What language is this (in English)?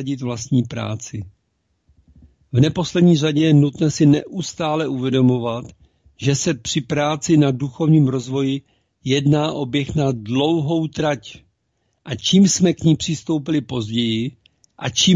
Czech